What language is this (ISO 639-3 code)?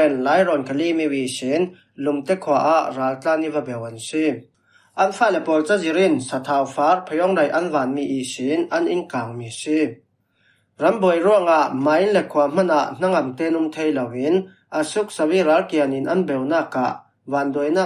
cfm